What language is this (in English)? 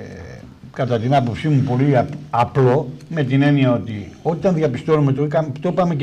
Greek